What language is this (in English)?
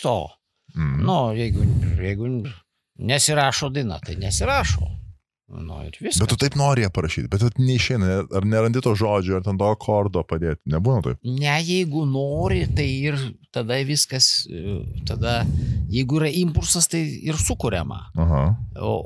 Lithuanian